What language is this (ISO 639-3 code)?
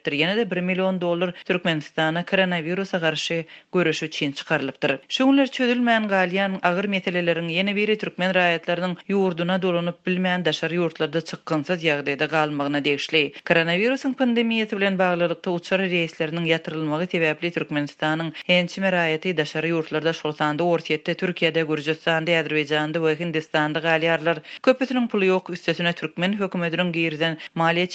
tuk